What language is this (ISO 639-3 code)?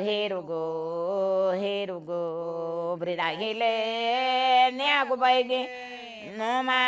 cab